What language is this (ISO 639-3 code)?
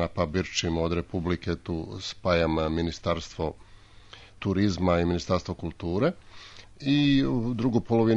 srp